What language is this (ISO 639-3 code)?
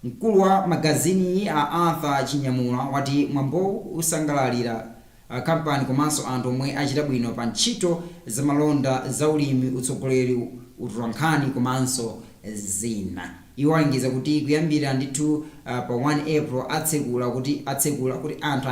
nya